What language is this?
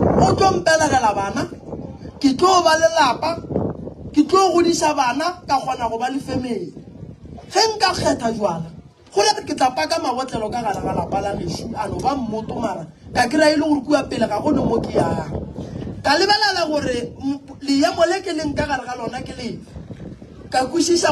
Northern Sotho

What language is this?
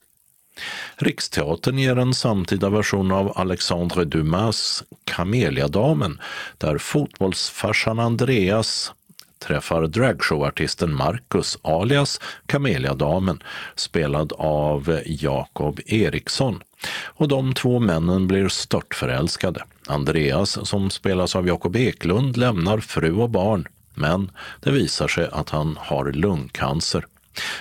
Swedish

